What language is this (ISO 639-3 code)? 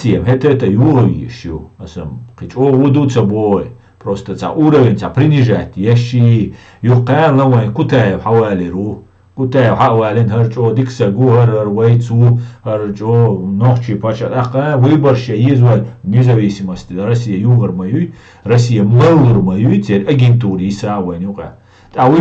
che